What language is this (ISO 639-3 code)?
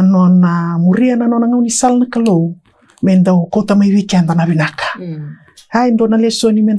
fij